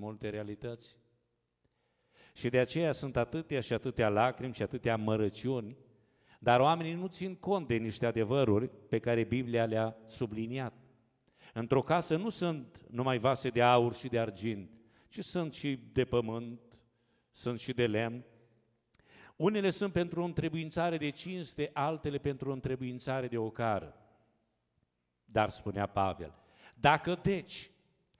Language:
Romanian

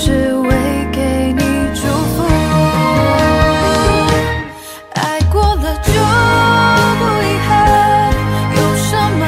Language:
Chinese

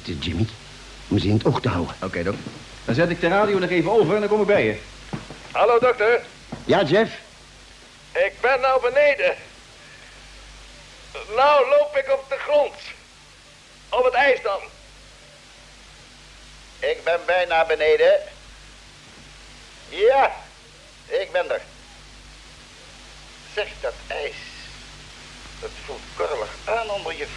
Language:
Dutch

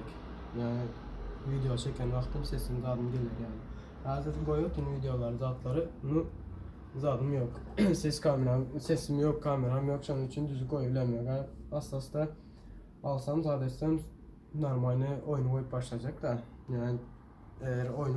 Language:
Turkmen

